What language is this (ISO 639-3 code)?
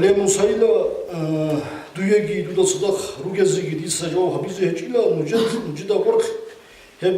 ava